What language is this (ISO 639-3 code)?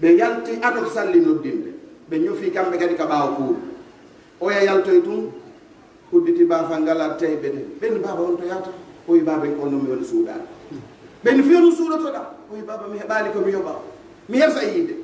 fuf